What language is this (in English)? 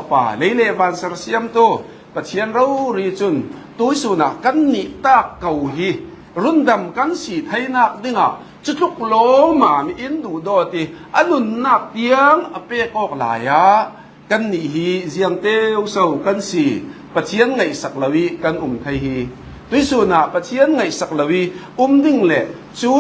Falam Chin